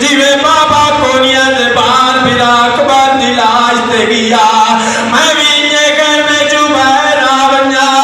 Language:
Saraiki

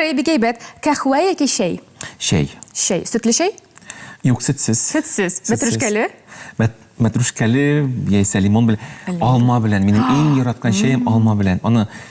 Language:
Tatar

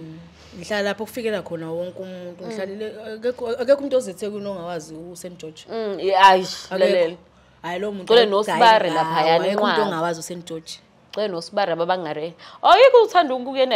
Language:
Zulu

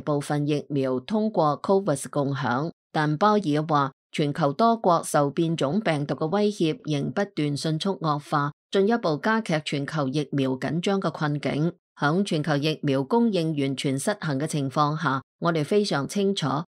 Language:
Cantonese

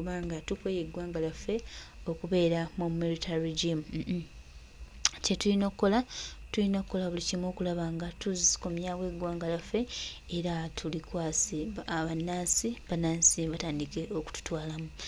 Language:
Ganda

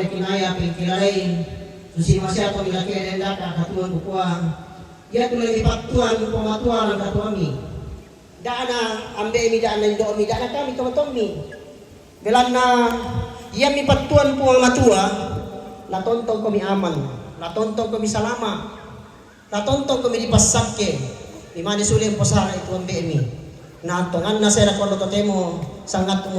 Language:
Toraja-Sa'dan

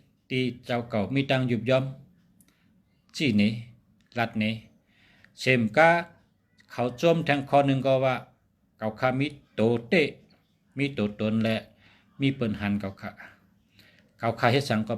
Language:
Shan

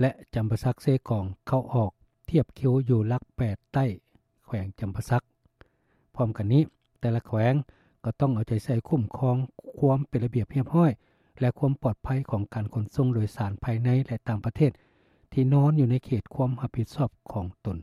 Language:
Lao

